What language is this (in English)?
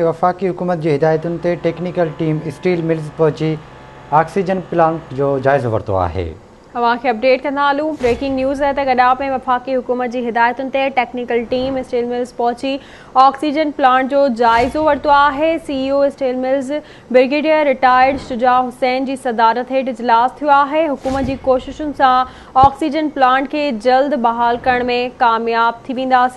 Sindhi